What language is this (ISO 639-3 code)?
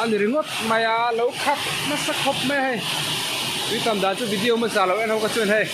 lus